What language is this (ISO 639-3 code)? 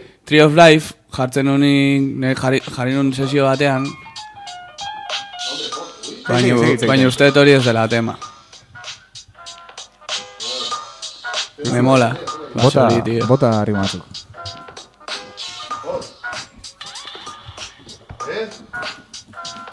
eus